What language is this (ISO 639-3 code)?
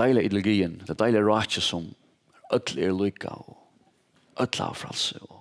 fao